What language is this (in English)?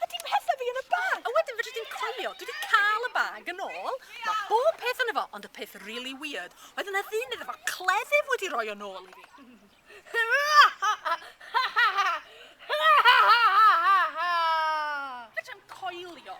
Welsh